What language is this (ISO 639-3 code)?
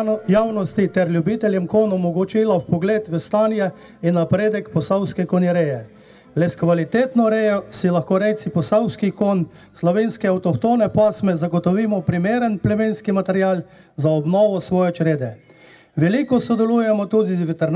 slv